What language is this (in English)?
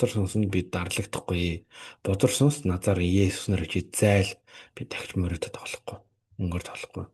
Mongolian